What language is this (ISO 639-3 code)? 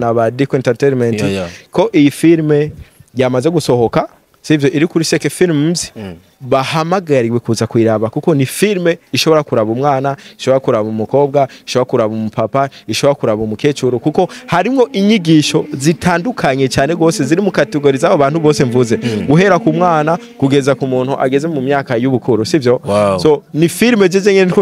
run